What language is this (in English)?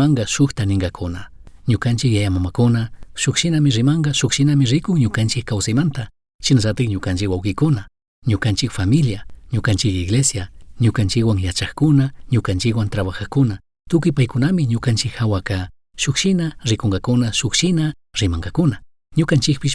Chimborazo Highland Quichua